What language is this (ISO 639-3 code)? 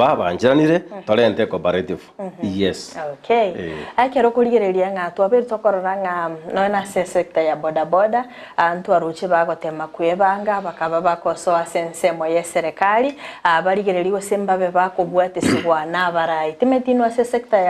guz